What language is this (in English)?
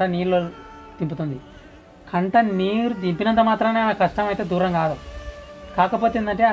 Telugu